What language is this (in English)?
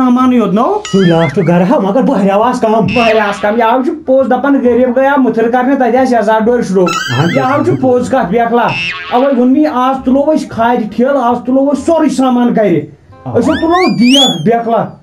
Kashmiri